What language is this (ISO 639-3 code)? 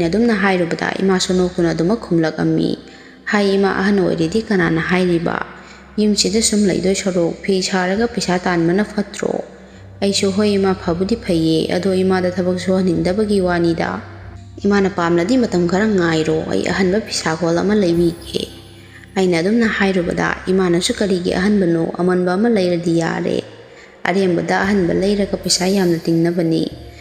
mni